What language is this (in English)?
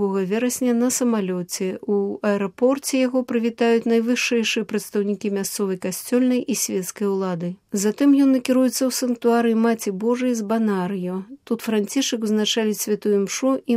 Belarusian